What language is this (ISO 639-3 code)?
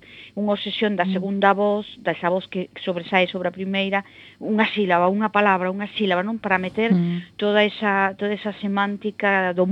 glg